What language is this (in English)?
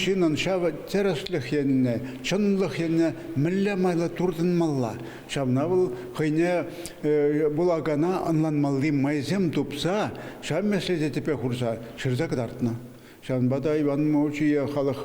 Chuvash